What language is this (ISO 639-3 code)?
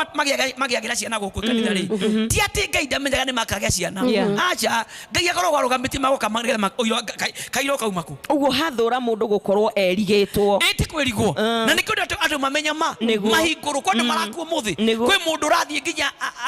kik